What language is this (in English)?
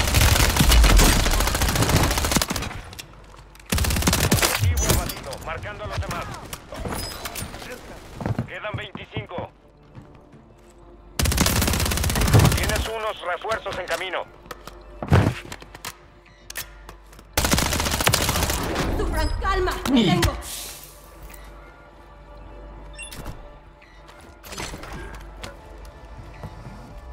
Spanish